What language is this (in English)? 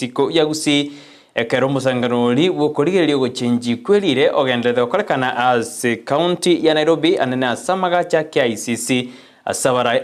Gusii